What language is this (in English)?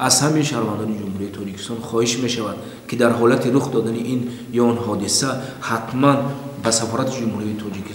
Tajik